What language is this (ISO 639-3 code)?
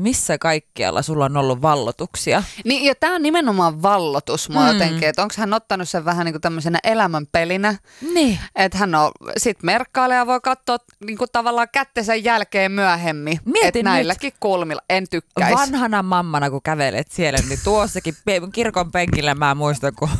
fin